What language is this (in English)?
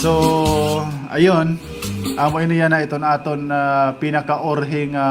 Waray